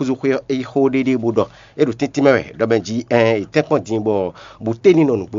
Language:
Fon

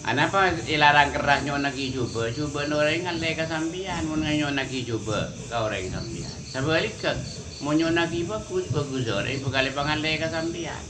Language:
Madurese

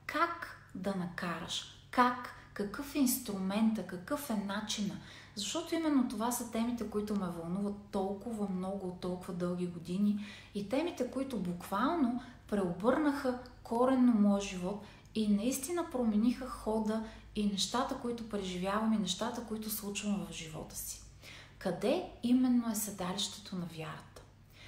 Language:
Bulgarian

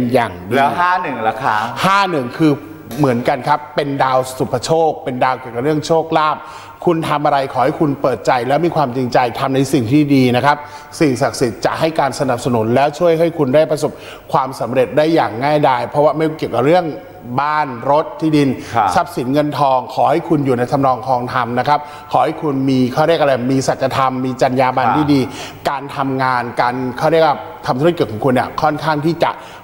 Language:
Thai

